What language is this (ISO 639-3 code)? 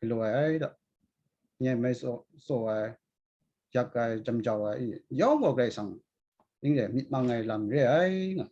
kac